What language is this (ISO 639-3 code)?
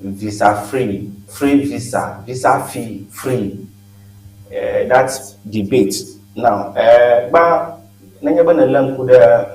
ewe